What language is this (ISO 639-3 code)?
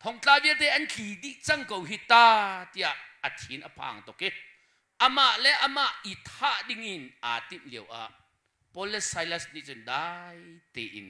cnh